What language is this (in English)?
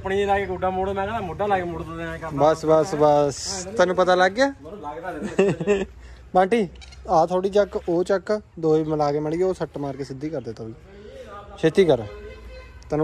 Punjabi